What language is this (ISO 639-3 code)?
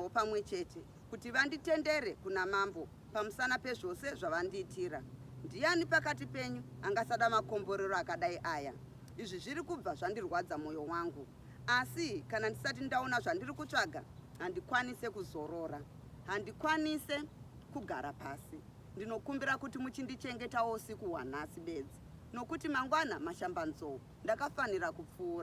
sna